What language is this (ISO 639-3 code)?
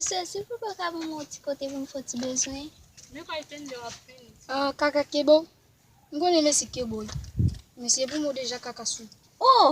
hat